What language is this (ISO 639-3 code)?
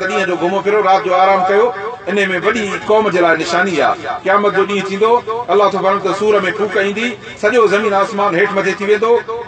snd